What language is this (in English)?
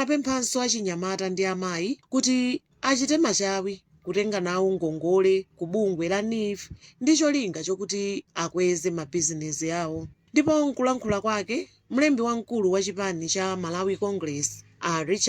Nyanja